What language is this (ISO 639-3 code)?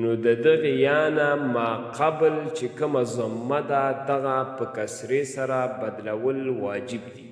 pus